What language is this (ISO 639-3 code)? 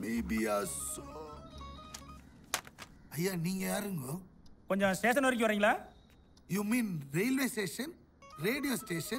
tam